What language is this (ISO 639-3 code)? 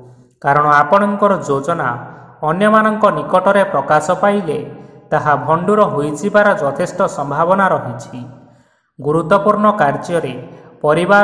ori